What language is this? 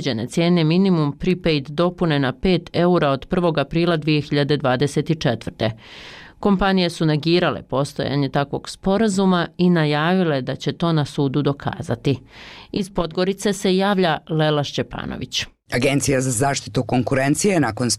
Bosnian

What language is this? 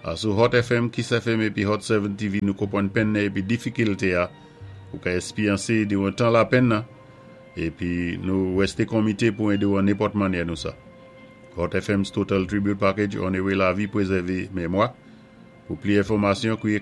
Saint Lucian Creole French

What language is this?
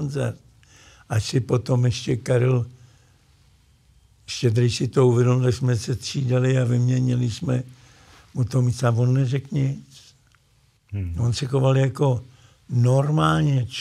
Czech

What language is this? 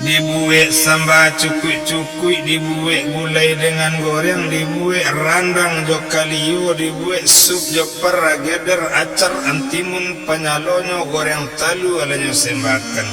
Minangkabau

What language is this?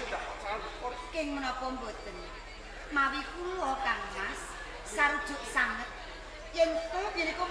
Javanese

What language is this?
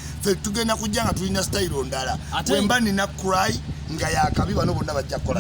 Ganda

